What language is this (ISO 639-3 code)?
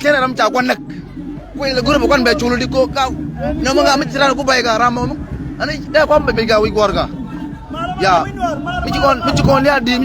nus